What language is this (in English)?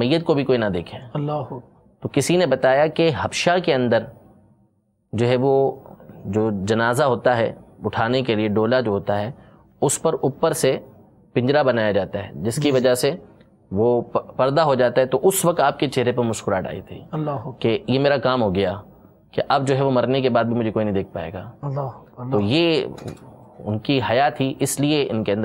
Urdu